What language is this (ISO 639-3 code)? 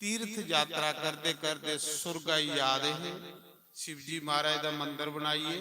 doi